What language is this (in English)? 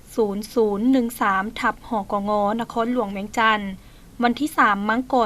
Lao